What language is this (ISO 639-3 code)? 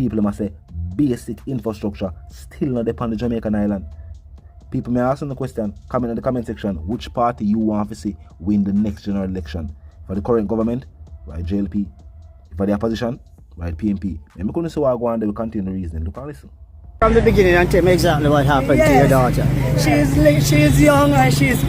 jam